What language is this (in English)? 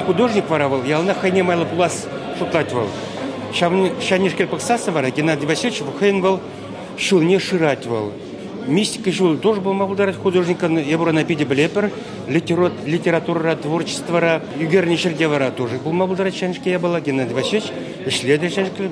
Chuvash